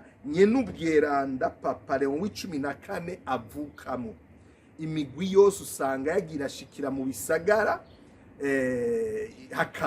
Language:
Rundi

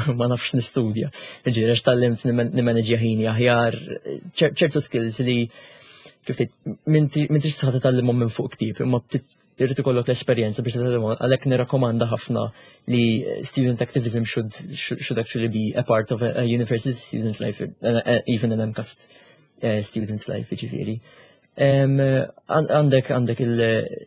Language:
Maltese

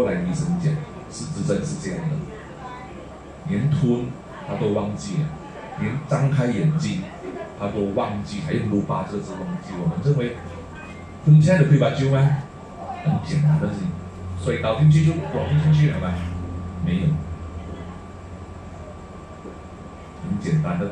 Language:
Chinese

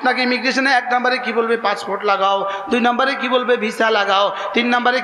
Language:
Bangla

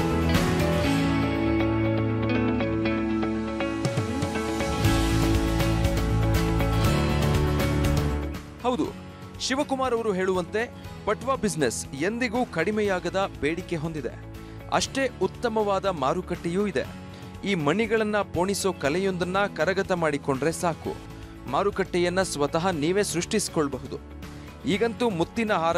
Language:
Kannada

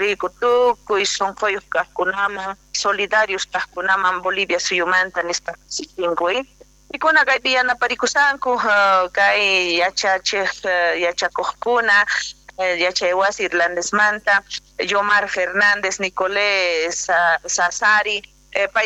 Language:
Quechua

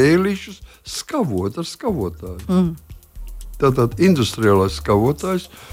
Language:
Latvian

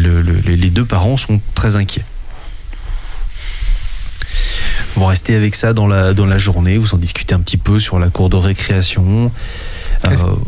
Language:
French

